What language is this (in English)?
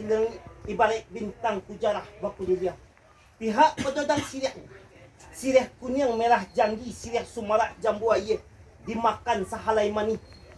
Minangkabau